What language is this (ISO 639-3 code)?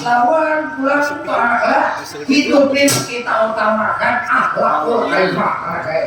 bjn